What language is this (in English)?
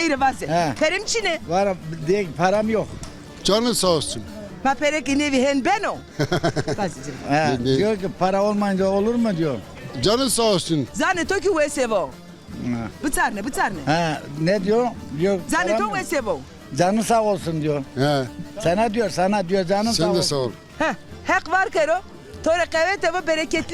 Zaza